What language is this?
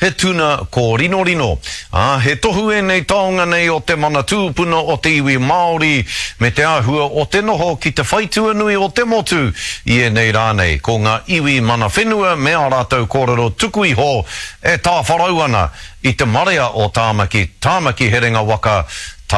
Māori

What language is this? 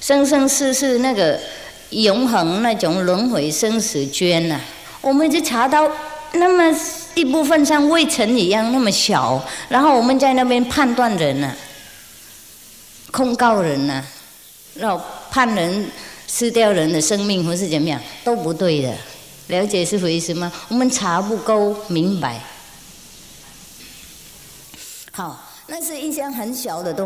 Chinese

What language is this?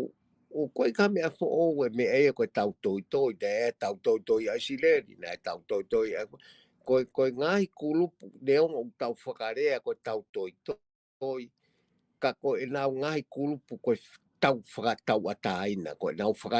Tongan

